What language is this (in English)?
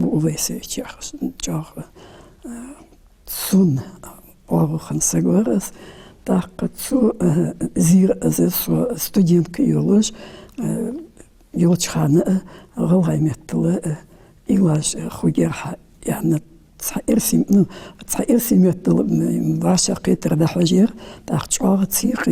Ingush